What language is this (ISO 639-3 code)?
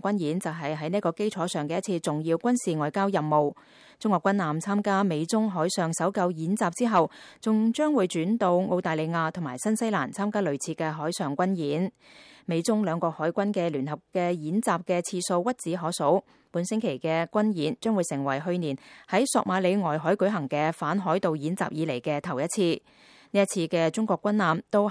yue